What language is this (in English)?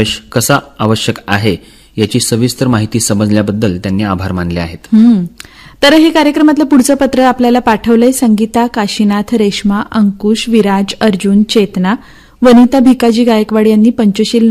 Marathi